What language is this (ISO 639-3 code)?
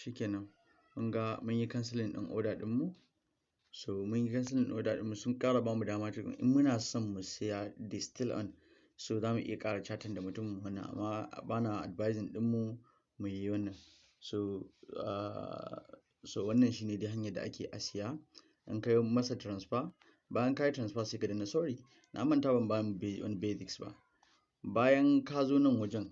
hau